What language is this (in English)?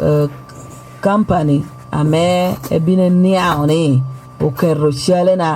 Lango (Uganda)